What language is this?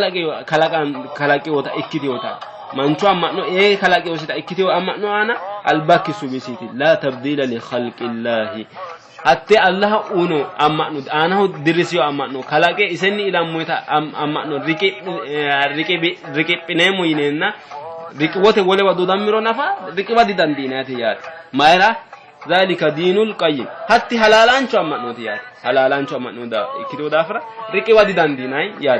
Sidamo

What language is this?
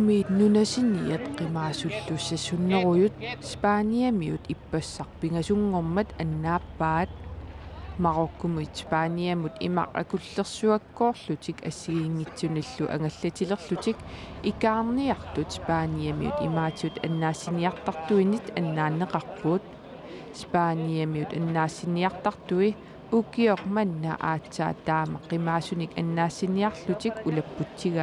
Kalaallisut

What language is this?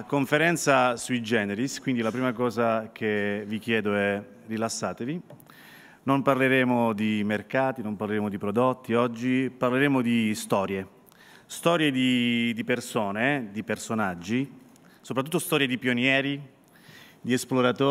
Italian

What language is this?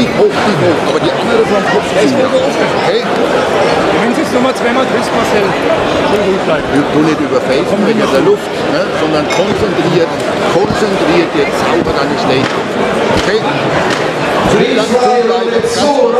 German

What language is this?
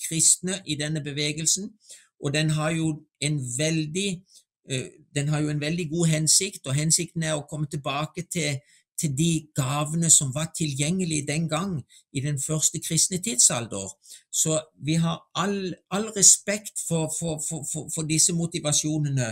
Norwegian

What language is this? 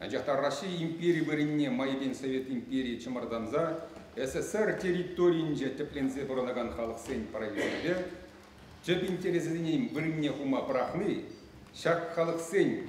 Chuvash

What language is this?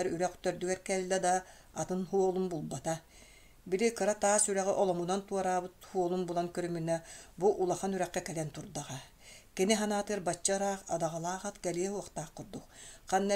Yakut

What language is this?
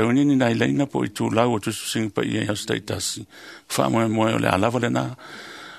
Samoan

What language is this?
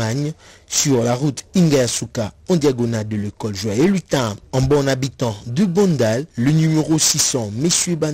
French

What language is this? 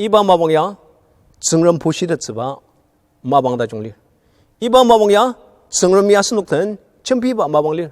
Ao Naga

